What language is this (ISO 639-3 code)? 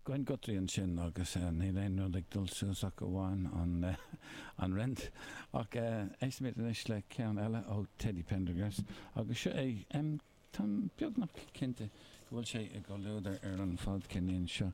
gle